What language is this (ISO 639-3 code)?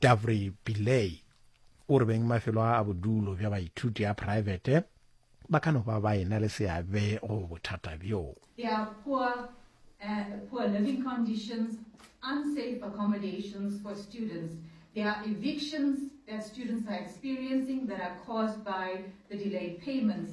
nso